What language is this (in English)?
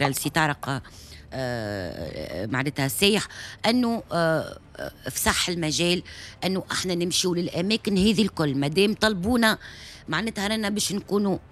Tunisian Arabic